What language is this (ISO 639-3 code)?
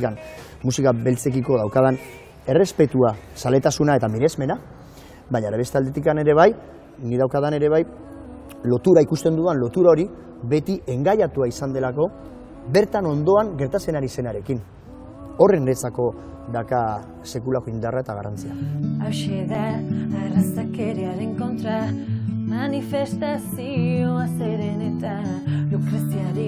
eus